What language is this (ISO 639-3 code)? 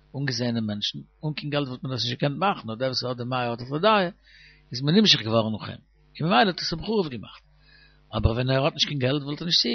yid